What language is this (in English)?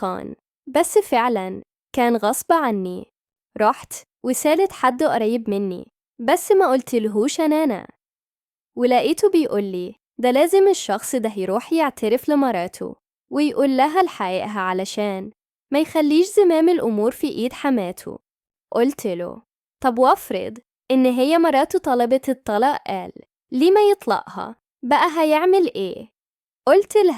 Egyptian Arabic